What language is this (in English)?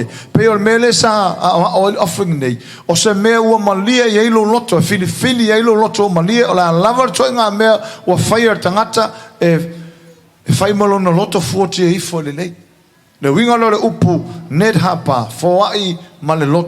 Samoan